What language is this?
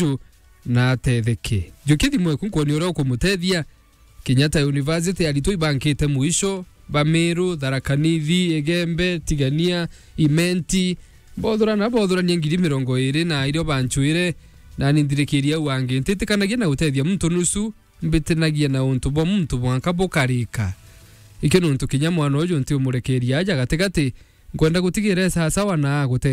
Meru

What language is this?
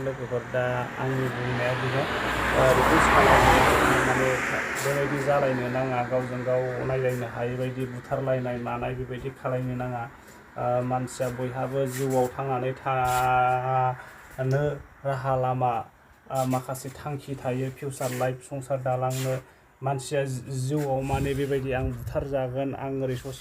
Bodo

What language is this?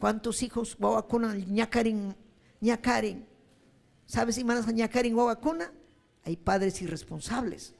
Ayacucho Quechua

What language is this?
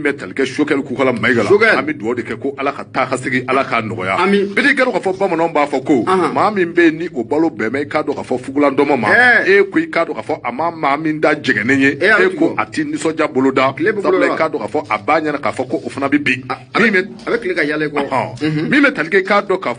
Bambara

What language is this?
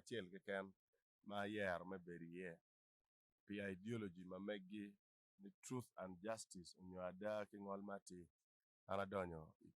Acoli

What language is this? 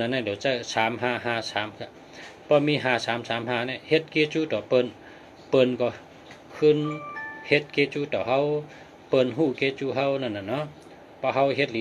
Shan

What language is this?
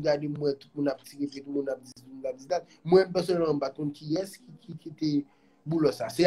Haitian Creole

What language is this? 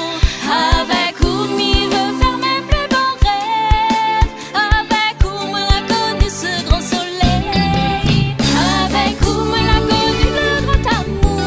Réunion Creole French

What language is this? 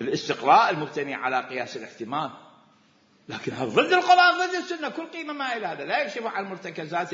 Mesopotamian Arabic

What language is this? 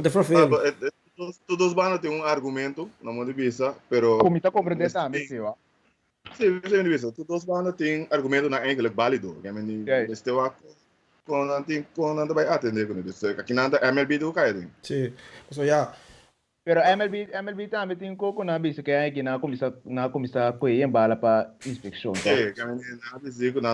Papiamento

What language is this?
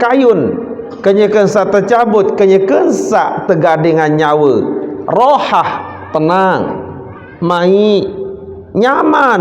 Sasak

